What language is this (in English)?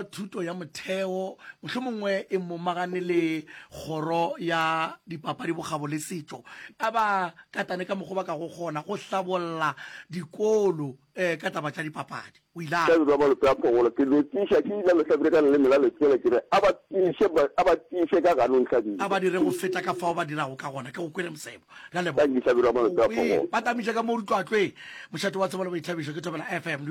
Northern Sotho